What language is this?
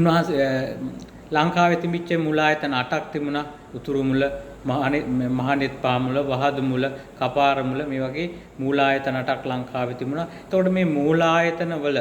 Sinhala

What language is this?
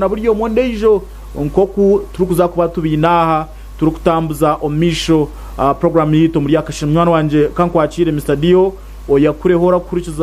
Nyankole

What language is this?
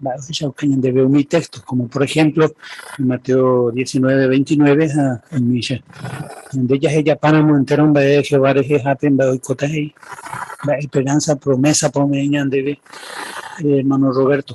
Guarani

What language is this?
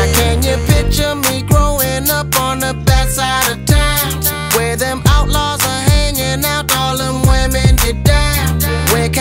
English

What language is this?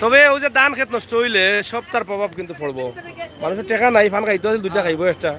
Sylheti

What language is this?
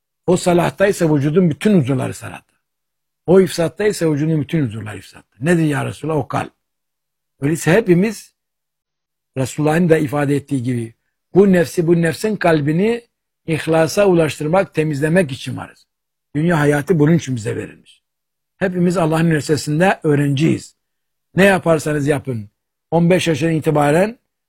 Turkish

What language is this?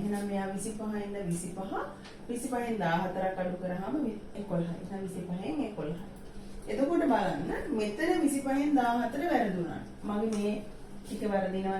Sinhala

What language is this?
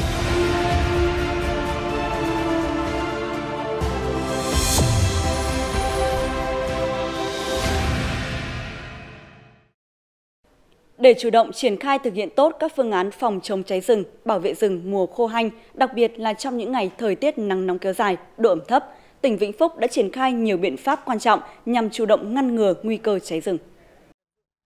Vietnamese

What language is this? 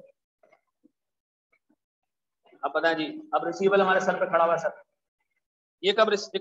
Hindi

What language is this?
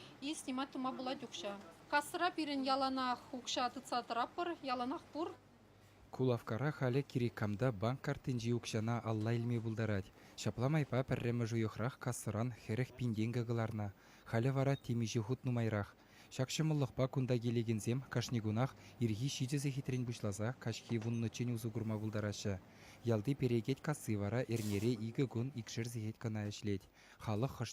Chuvash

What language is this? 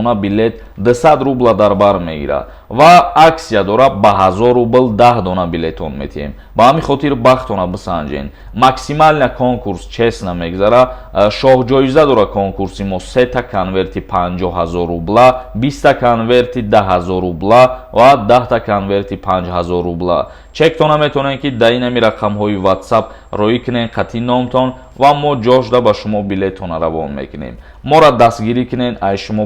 Tajik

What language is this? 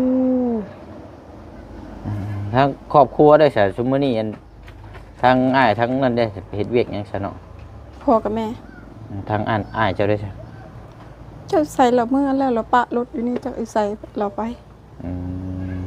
Lao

